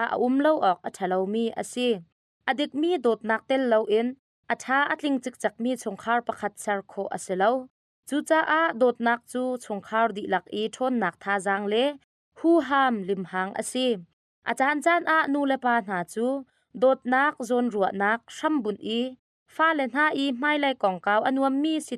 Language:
Hakha Chin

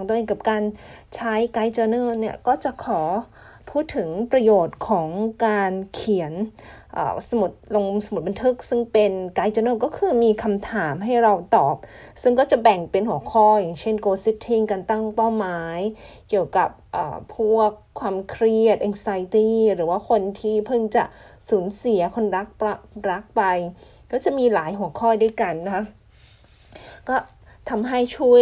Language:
Thai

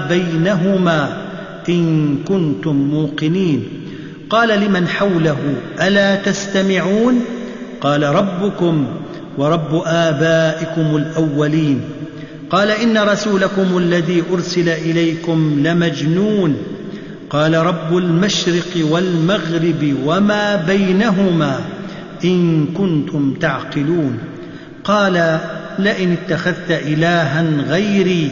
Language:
Arabic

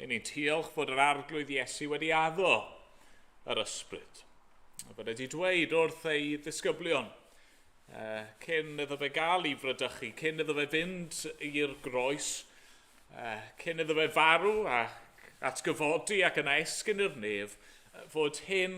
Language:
Welsh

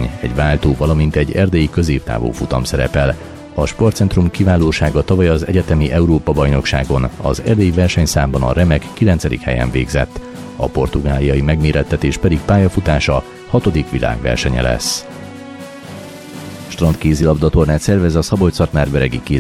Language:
Hungarian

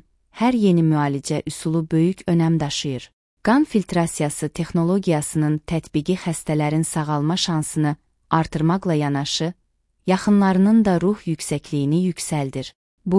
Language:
Azerbaijani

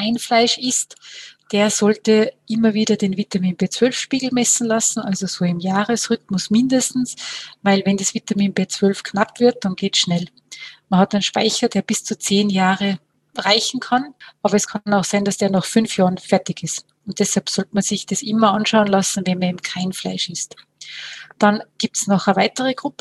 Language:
German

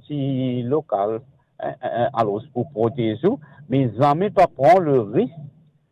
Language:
Morisyen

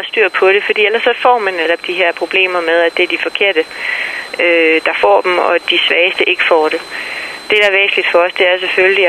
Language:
Danish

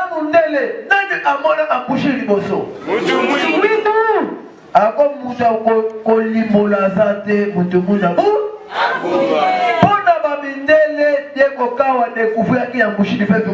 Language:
Lingala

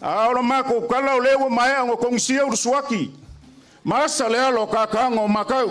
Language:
Samoan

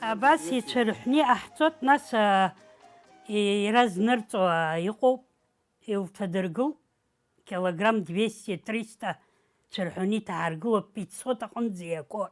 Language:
Abkhazian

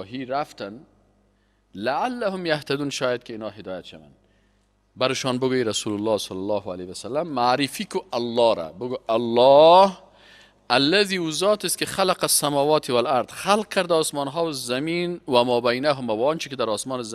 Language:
Persian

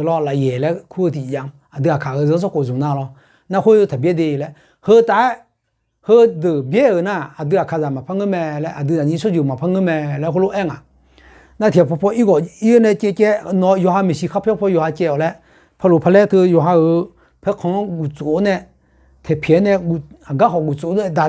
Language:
Akha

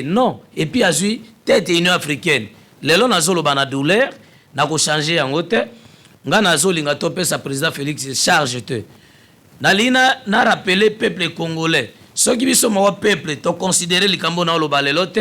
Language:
Lingala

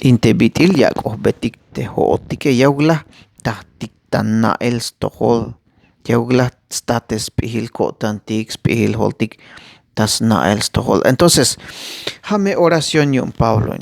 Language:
Tzeltal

